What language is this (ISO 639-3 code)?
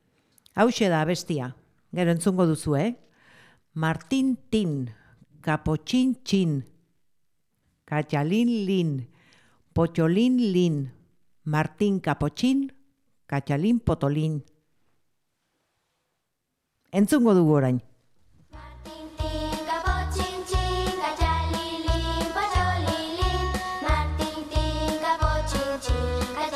eus